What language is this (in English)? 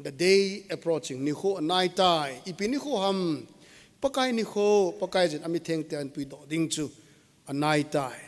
Thado Chin